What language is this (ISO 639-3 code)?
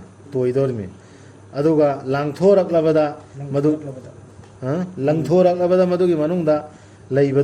mni